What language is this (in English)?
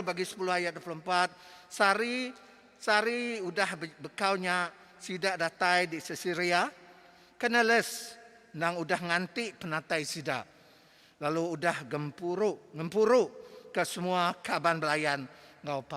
Iban